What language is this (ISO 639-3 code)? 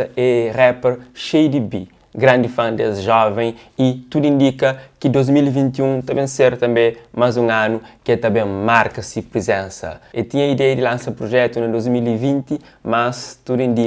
kea